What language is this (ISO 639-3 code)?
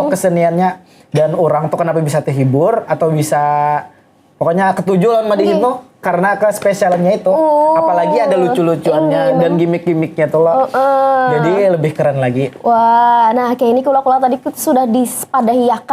bjn